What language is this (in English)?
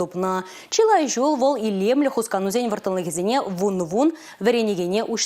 Chuvash